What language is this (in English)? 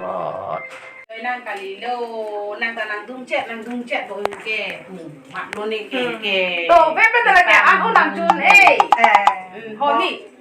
Karbi